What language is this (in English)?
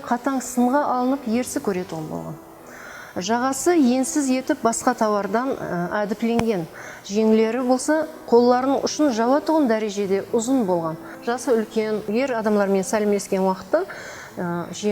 Kara-Kalpak